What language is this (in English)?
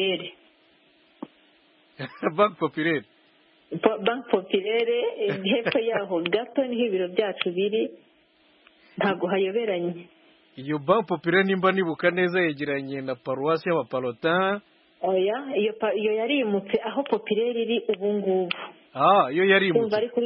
Kinyarwanda